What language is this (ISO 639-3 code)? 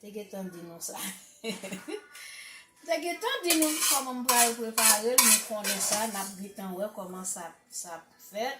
hat